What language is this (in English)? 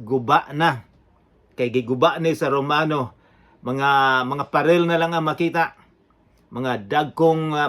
Cebuano